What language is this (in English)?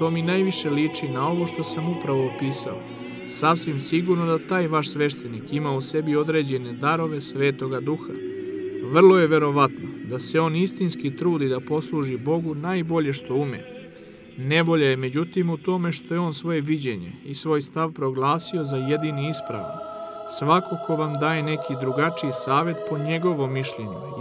Serbian